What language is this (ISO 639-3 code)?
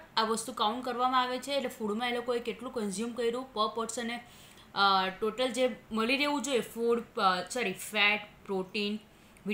guj